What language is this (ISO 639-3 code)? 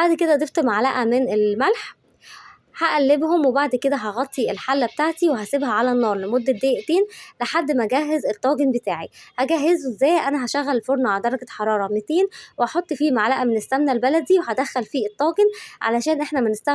arz